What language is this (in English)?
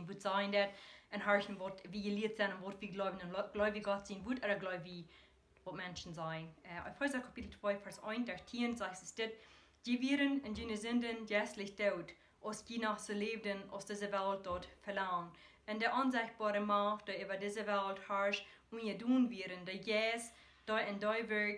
Plautdietsch